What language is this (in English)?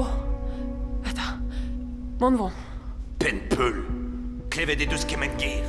Breton